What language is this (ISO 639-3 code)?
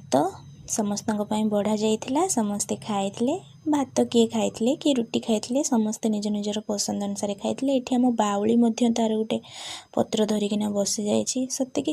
ori